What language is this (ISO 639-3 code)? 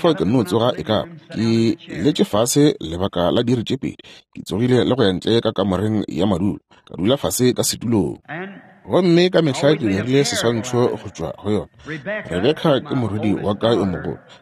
nso